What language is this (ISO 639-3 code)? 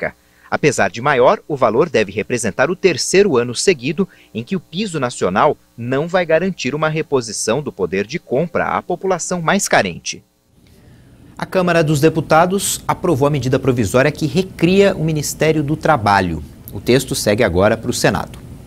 por